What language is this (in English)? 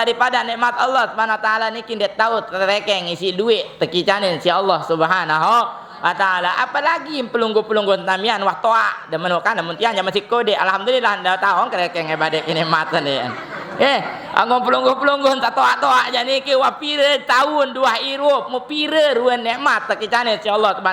Sasak